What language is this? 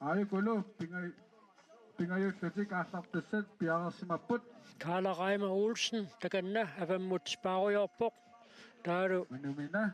Kalaallisut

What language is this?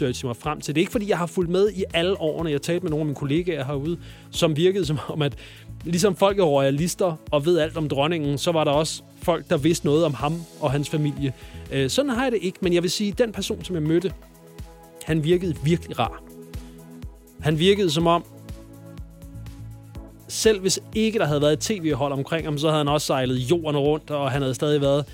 Danish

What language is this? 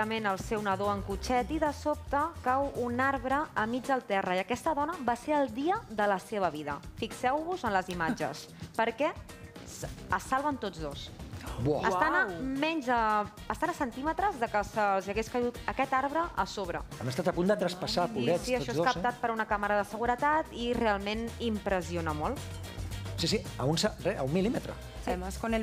Catalan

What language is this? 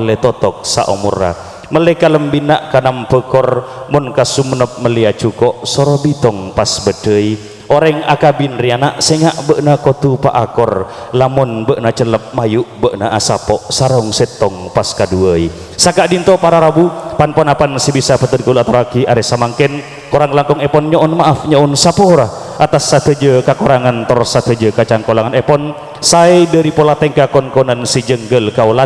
Madurese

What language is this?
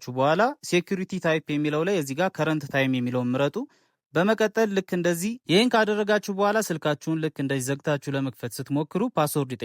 Amharic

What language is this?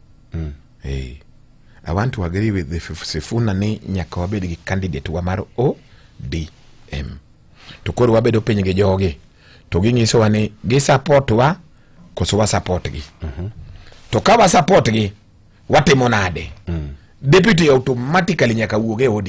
Luo (Kenya and Tanzania)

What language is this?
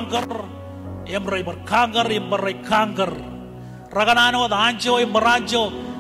Marshallese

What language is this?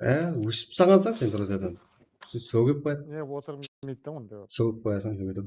Kara-Kalpak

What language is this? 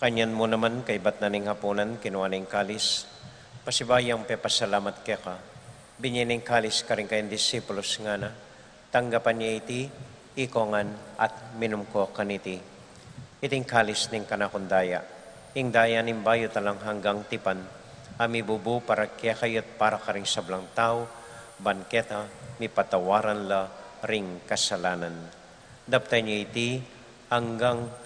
Pampanga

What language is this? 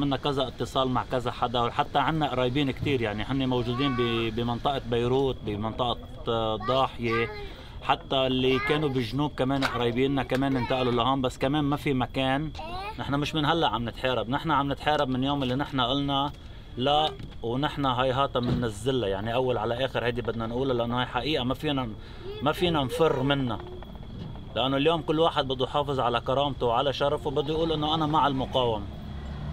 North Levantine Arabic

